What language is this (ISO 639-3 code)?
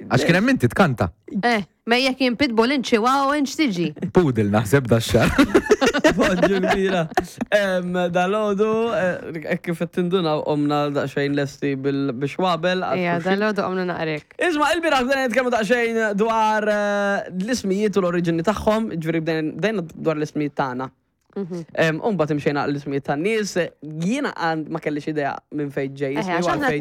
mlt